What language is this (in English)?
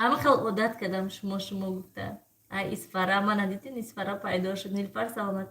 Tajik